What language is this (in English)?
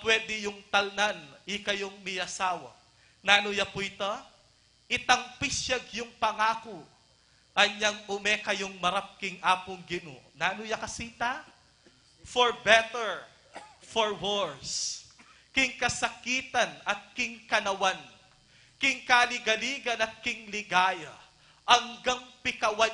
Pampanga